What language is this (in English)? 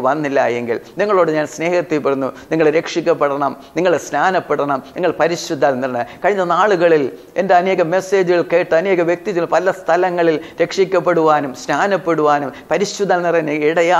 Malayalam